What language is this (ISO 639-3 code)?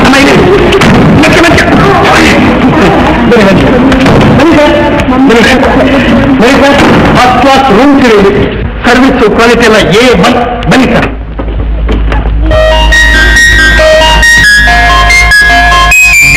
kan